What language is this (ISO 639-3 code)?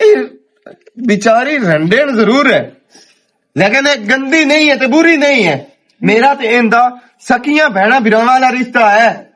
lah